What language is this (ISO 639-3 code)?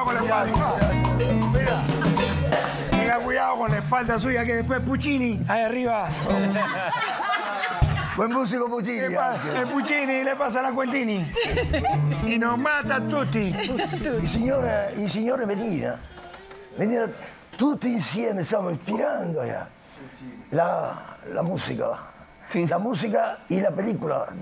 spa